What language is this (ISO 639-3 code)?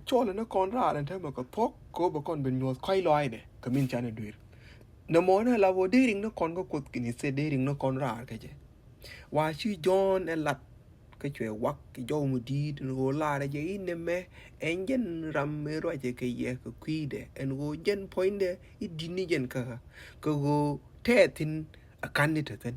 nus